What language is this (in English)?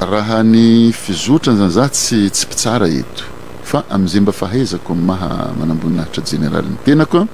Malagasy